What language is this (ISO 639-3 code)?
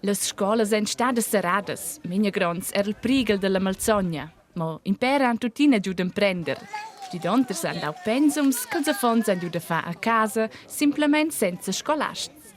roh